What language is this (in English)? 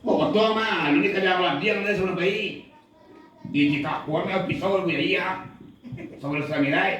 Minangkabau